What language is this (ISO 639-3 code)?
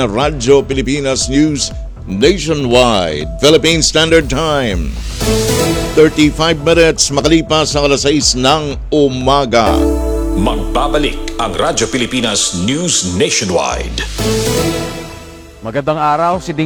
fil